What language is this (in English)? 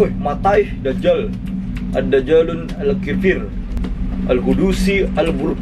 Banjar